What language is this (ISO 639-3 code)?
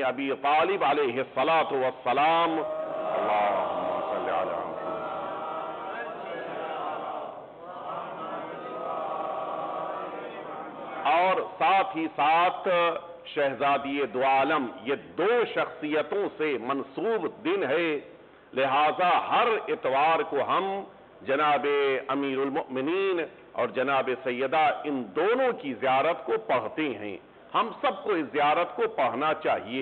urd